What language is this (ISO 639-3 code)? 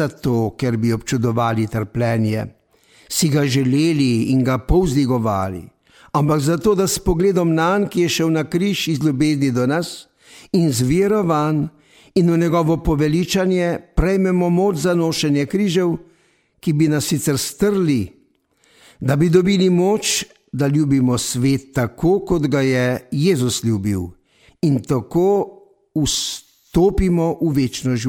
slv